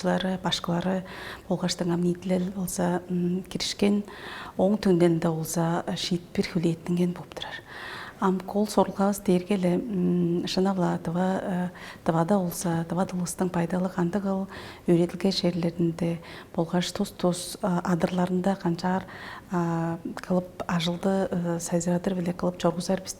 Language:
Tuvinian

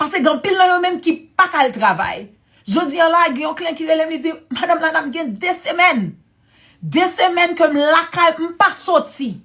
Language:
Haitian Creole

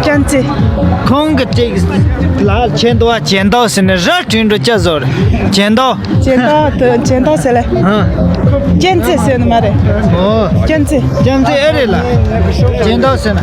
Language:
Tibetan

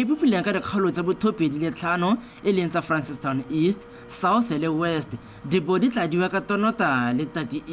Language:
Tswana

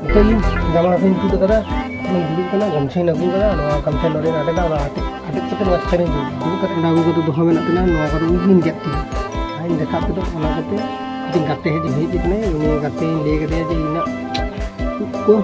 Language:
Santali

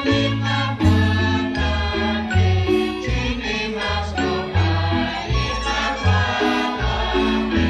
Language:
Kekchí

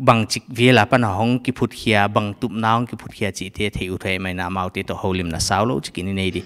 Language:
Paite Chin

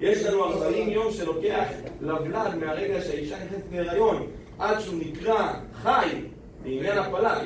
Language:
Hebrew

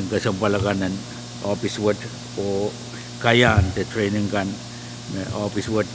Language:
Pohnpeian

